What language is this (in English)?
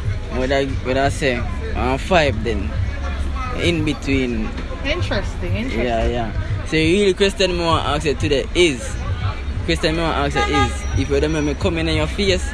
Jamaican Creole English